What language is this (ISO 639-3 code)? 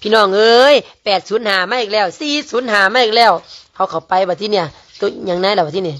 lao